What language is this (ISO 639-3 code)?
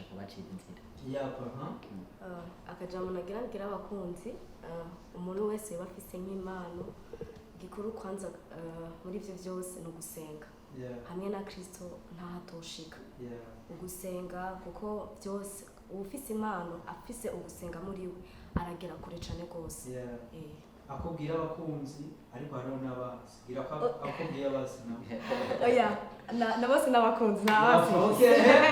run